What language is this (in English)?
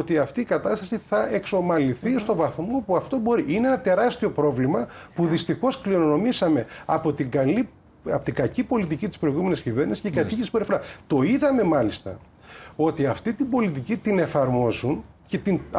Greek